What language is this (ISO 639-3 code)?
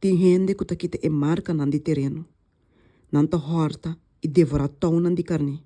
pap